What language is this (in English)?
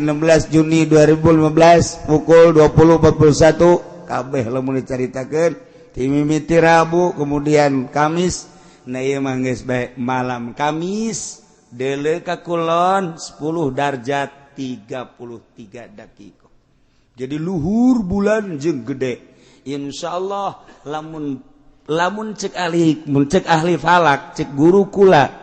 Sundanese